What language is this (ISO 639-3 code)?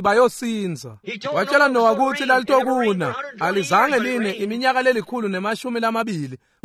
ssw